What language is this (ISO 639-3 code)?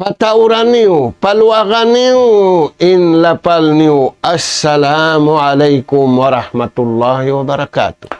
tsg